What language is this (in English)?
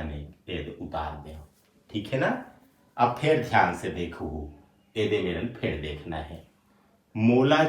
Chhattisgarhi